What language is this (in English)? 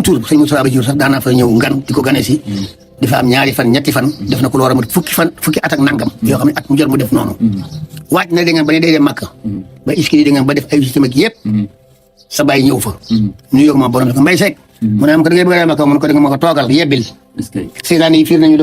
Wolof